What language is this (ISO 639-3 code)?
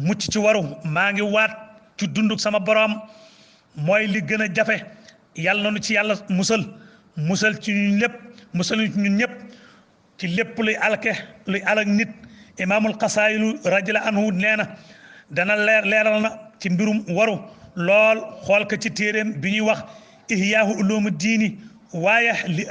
wol